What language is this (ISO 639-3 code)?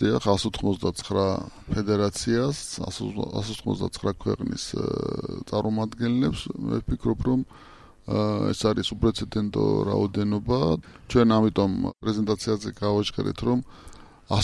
kat